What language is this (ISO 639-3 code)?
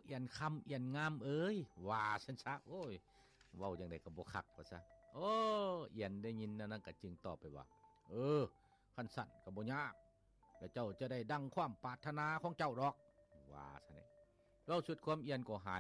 lao